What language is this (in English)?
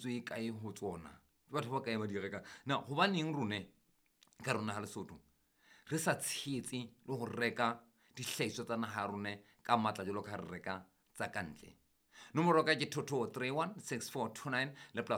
Southern Sotho